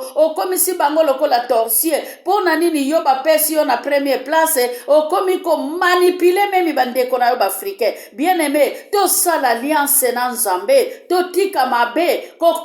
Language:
Lingala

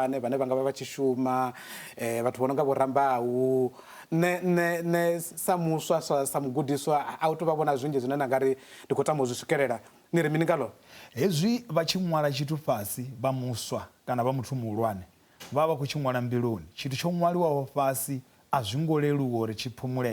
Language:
Venda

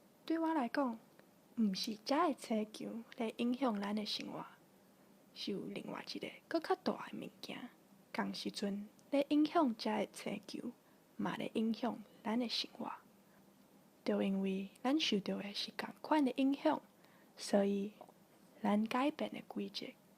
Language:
Min Nan Chinese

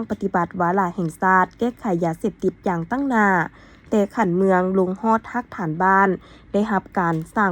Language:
Lao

